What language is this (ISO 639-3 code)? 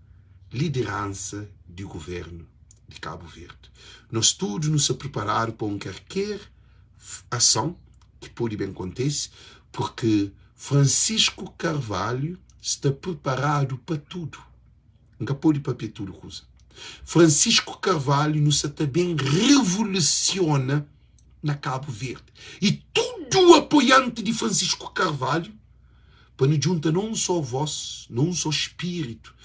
kea